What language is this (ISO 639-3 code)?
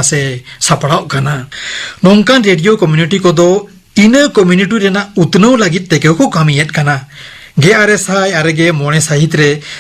sat